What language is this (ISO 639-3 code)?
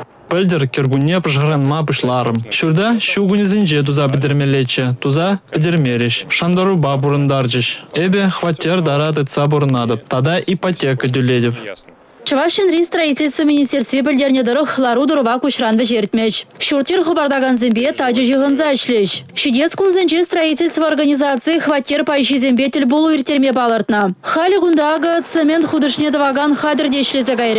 chv